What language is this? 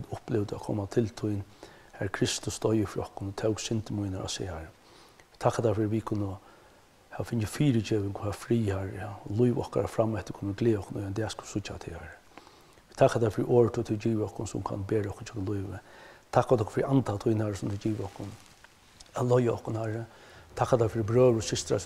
Faroese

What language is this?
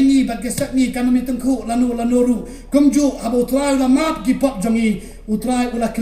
Khasi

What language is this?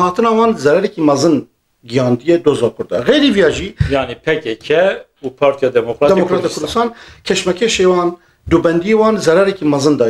Kurdish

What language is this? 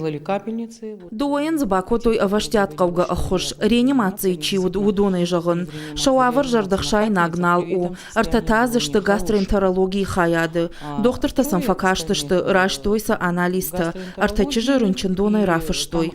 Ossetic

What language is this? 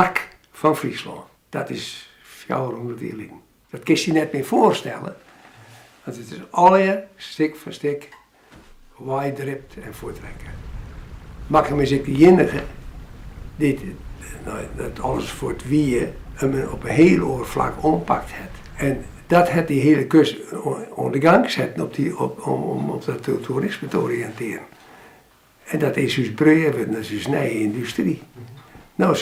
Western Frisian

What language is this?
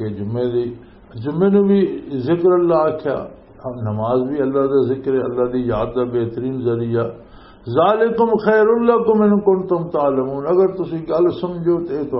Western Panjabi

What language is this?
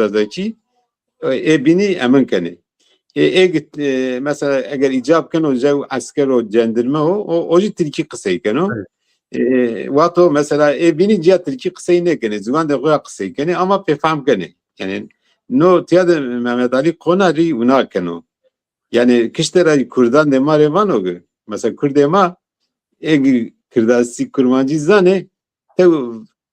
Zaza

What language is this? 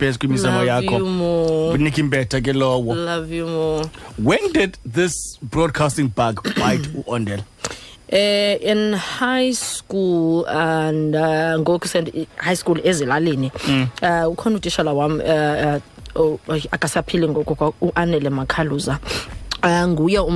Xhosa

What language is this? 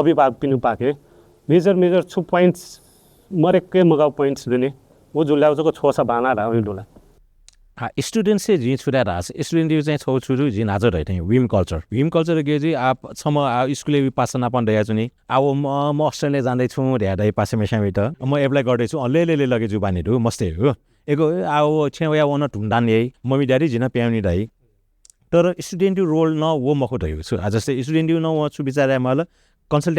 Newari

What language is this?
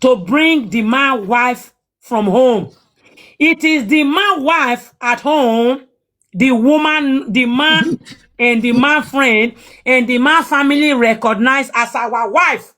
Nigerian Pidgin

